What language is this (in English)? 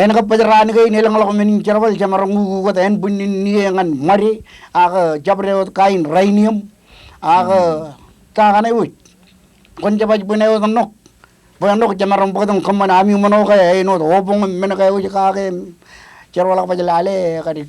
Marshallese